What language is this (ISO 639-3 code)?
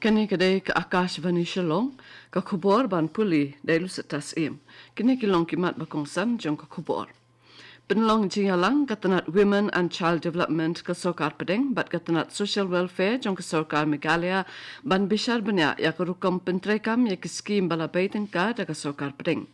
kha